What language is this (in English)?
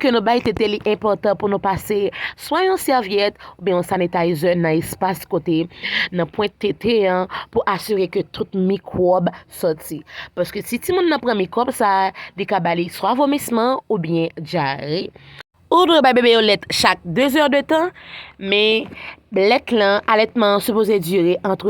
Haitian Creole